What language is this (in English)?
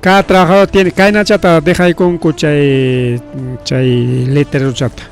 Ayacucho Quechua